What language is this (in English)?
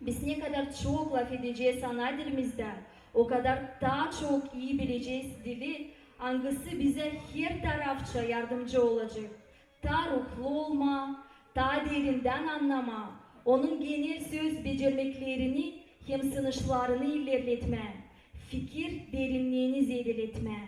Gagauz